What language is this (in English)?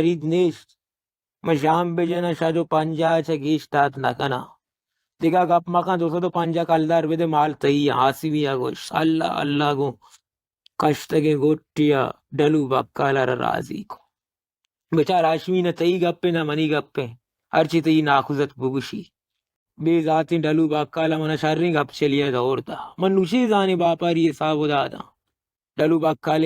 Baluchi